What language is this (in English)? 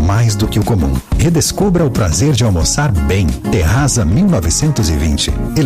Portuguese